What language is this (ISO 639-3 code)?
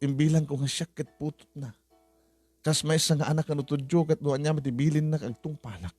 ilo